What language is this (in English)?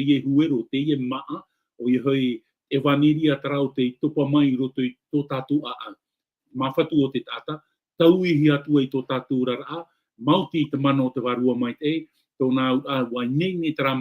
Tahitian